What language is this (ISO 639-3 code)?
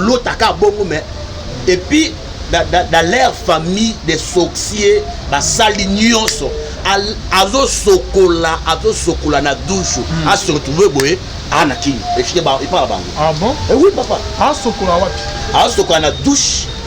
lin